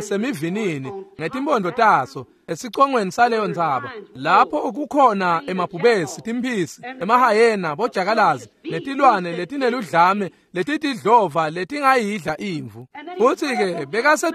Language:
Swati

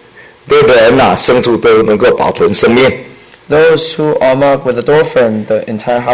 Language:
Chinese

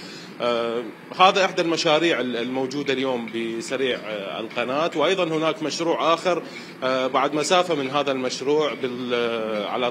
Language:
Mesopotamian Arabic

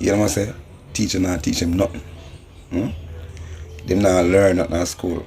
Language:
Jamaican Creole English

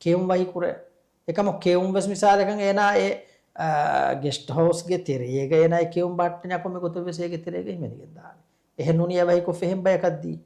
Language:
Divehi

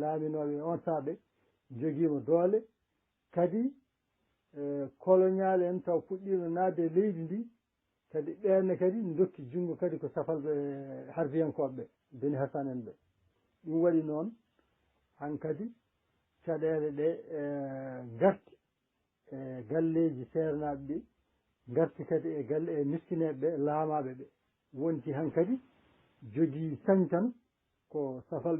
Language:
Fula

